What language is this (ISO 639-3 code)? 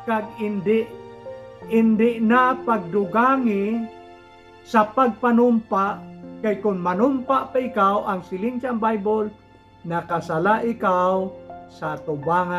hil